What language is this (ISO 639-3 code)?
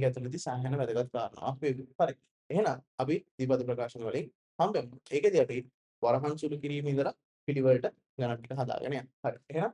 sin